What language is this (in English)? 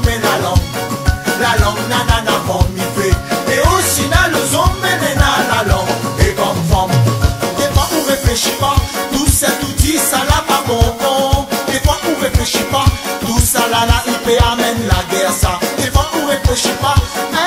Réunion Creole French